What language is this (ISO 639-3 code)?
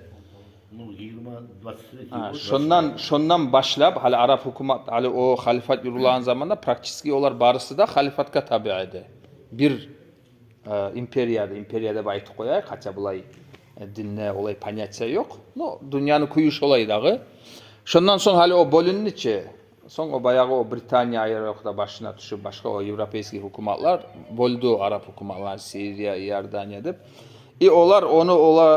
kum